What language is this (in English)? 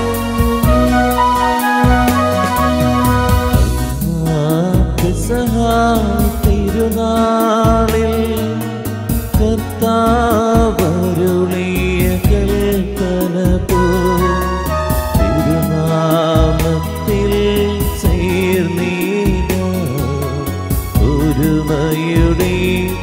Malayalam